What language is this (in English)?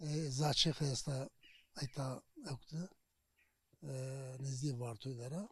Zaza